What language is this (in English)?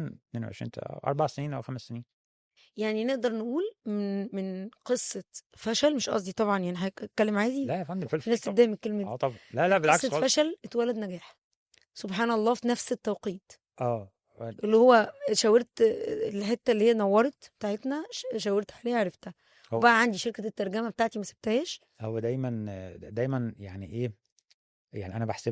Egyptian Arabic